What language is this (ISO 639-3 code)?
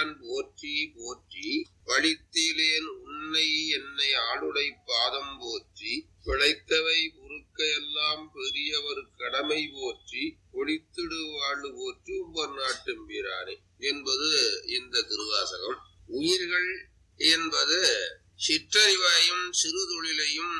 tam